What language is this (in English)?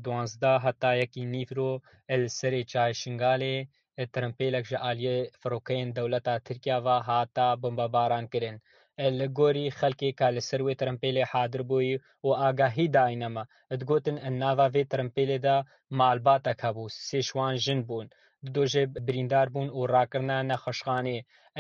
Kurdish